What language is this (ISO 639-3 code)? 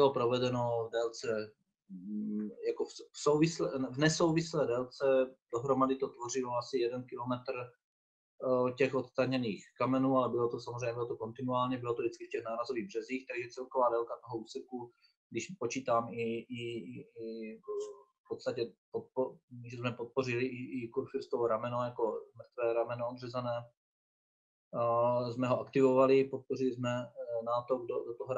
ces